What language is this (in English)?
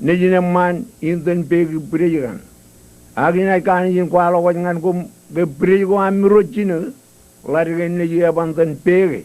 Marshallese